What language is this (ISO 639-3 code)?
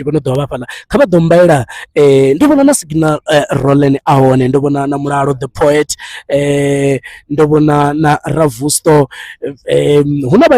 ven